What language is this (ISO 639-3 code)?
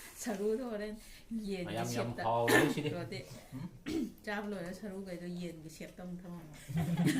mni